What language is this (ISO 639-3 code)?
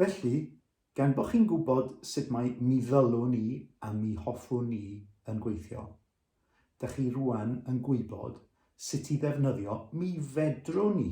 cym